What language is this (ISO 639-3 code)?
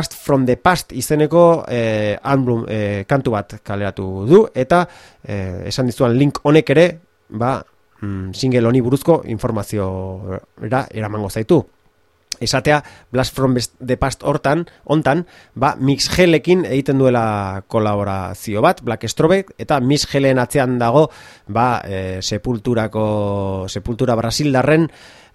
eus